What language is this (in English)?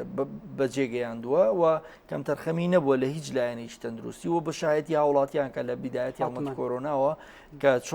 Central Kurdish